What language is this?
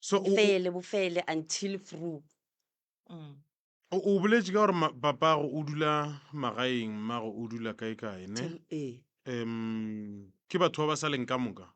Northern Sotho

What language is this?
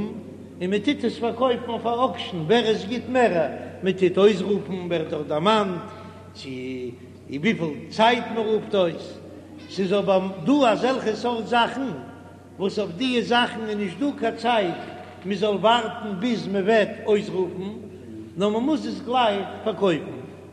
Yiddish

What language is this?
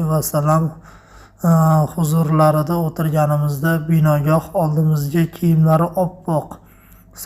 Uzbek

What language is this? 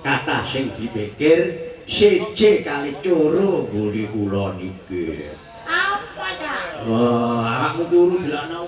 Javanese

